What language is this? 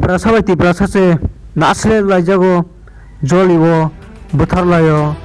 Kok Borok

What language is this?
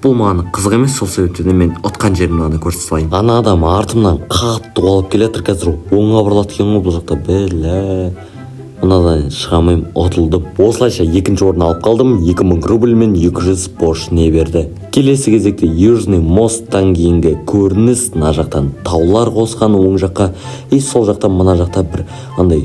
Kazakh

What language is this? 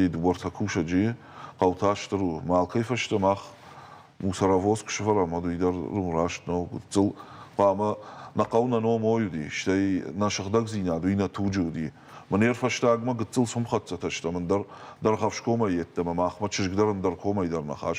Ossetic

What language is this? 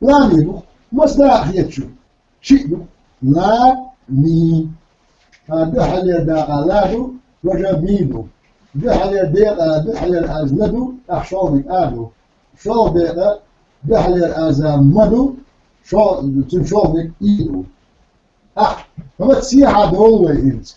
Chechen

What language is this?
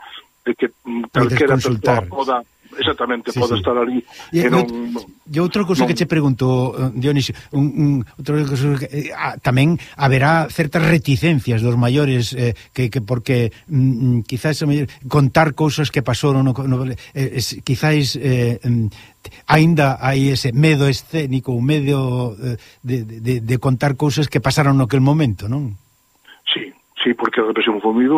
Galician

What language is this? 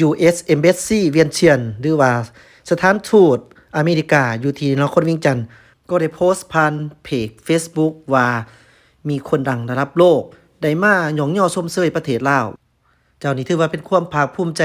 Lao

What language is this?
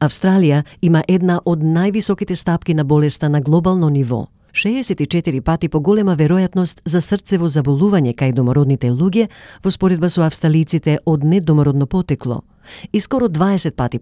Macedonian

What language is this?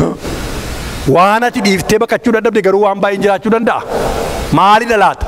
Oromo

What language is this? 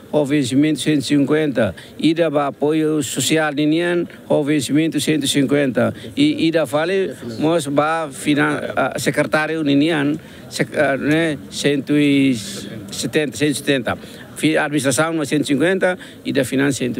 Tetum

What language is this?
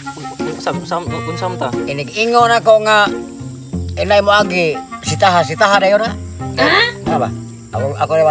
Cebuano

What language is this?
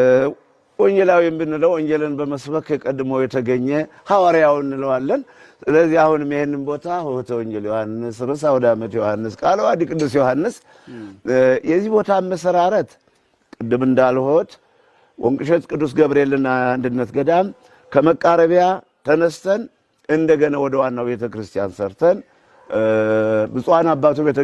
Amharic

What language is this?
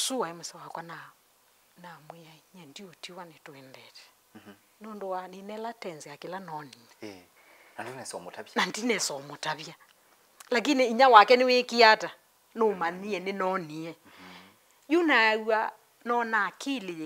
Kamba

